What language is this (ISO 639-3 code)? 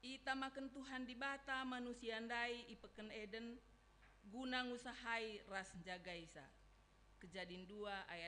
btx